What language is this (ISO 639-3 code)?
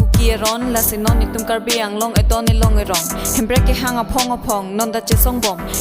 mjw